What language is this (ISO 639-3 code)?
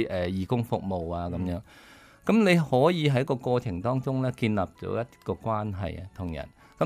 yue